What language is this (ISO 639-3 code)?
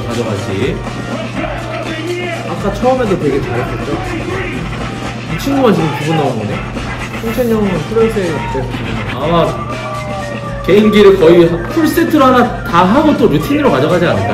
kor